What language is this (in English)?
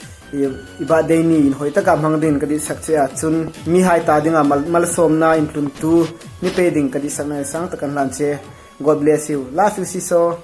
Hmar